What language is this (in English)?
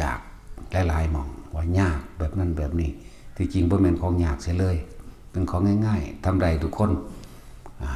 Northeastern Thai